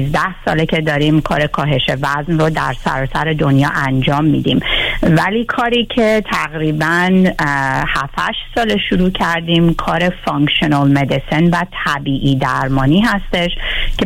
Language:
Persian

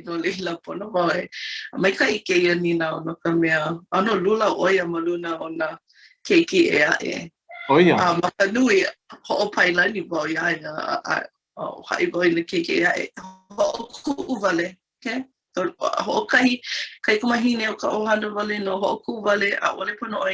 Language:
Hawaiian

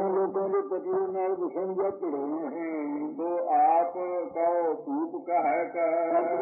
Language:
Punjabi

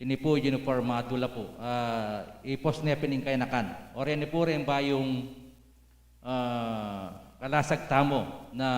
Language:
Pampanga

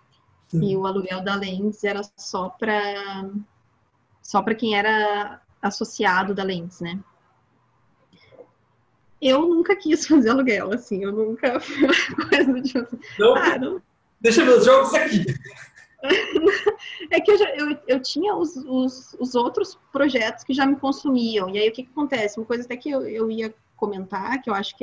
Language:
Portuguese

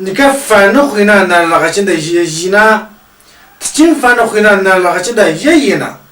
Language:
Tu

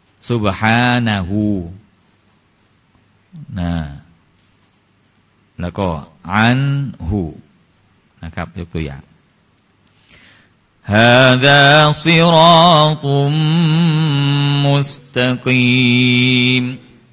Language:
Thai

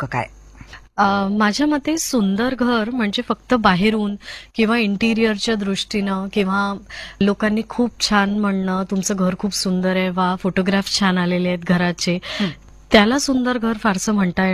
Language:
Marathi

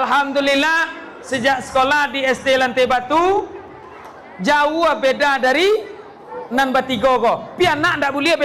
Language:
Minangkabau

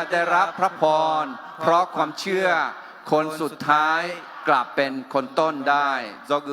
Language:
Akha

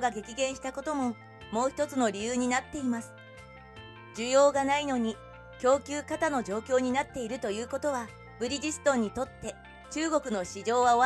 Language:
Japanese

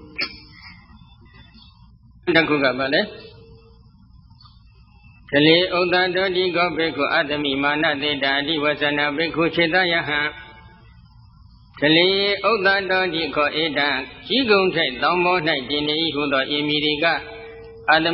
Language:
Burmese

